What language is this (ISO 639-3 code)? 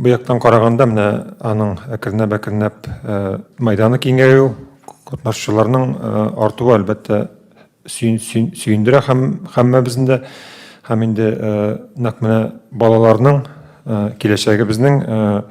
tat